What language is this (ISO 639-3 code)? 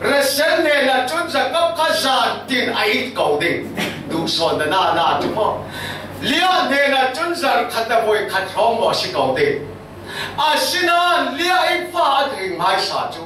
cfm